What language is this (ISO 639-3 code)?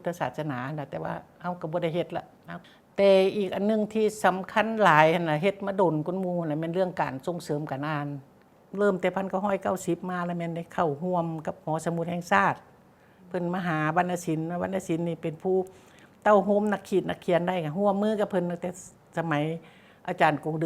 lao